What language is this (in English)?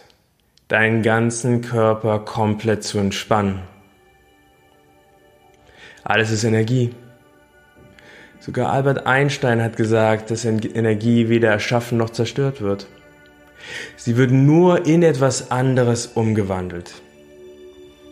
German